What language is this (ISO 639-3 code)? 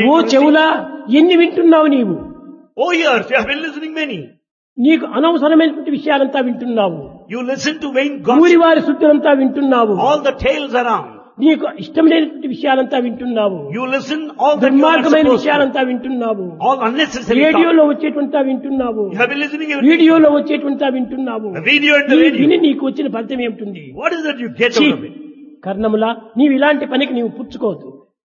tel